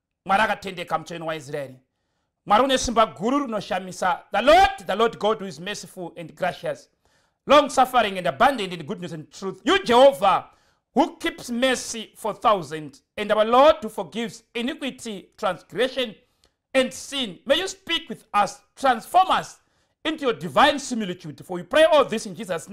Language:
Shona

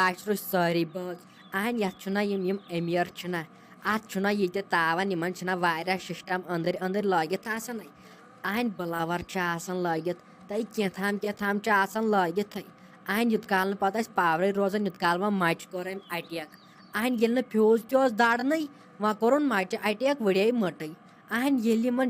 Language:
Kashmiri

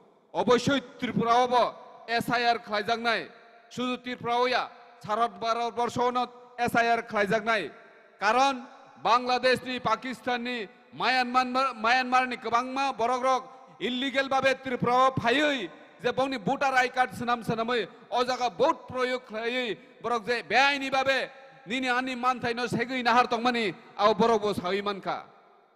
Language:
Kok Borok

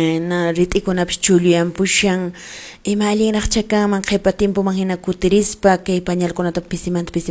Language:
Quechua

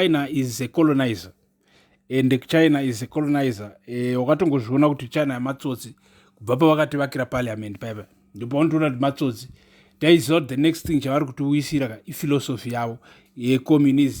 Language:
Shona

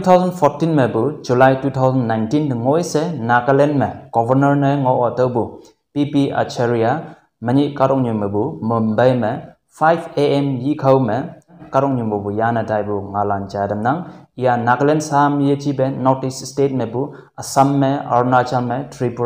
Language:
Konyak Naga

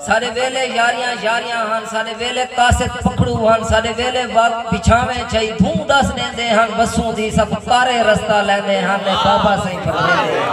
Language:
Saraiki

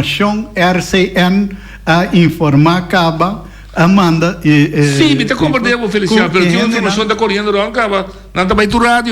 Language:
Papiamento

